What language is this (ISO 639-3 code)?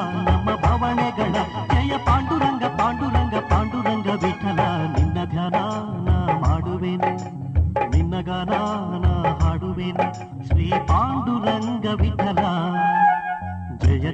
kan